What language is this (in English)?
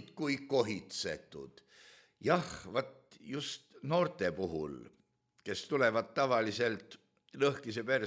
Estonian